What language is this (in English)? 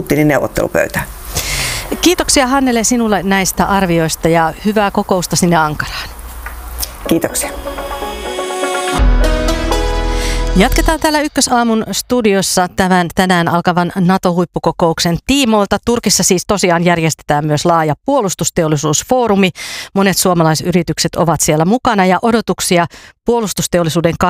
Finnish